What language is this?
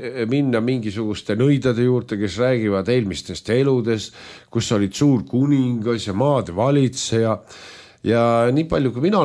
Estonian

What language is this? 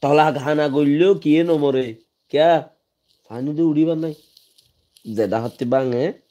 Rohingya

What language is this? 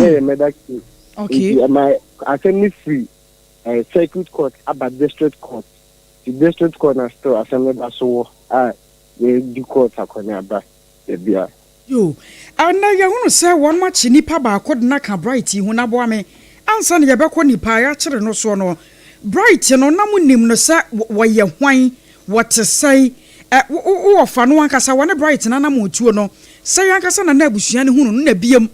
Akan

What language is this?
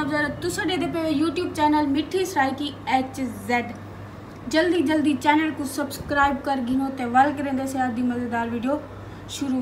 Saraiki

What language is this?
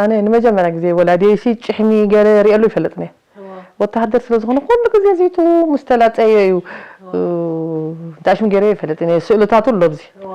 Tigrinya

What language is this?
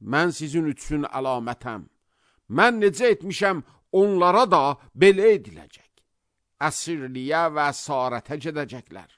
Azerbaijani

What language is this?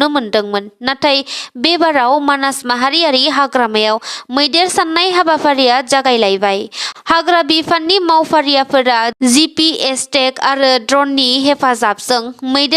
Bodo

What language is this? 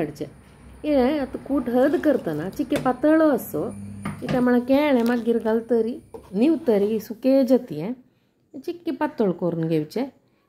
Konkani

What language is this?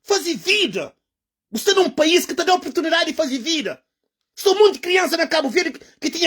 Kabuverdianu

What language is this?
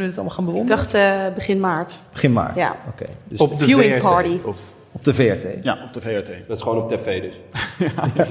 Dutch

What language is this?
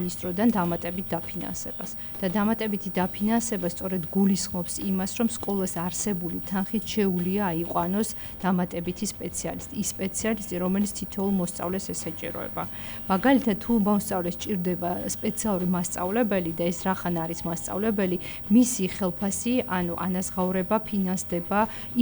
Georgian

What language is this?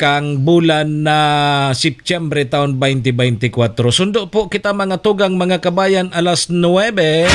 Bikol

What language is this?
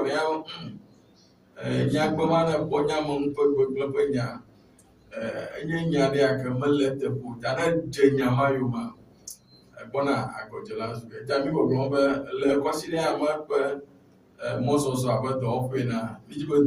Ewe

